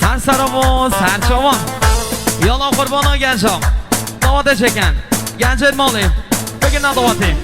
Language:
Kurdish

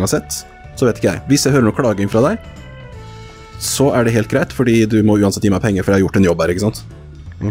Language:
Norwegian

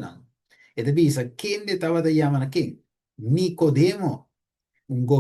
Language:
Papiamento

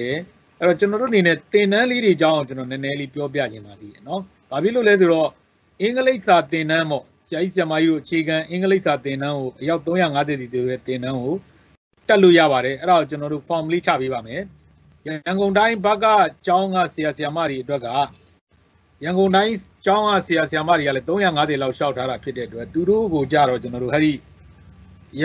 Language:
Burmese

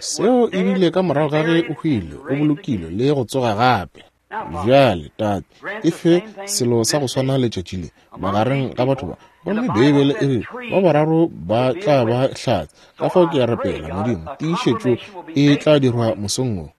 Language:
Northern Sotho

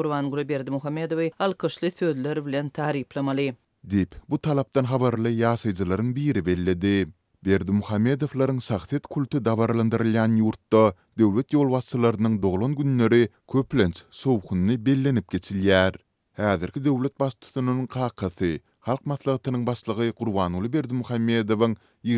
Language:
Turkmen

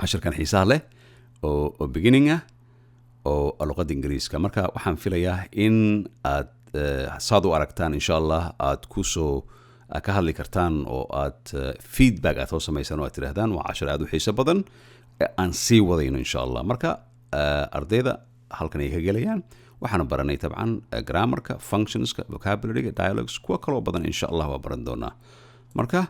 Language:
Somali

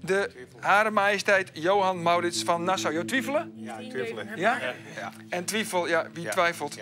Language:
Western Frisian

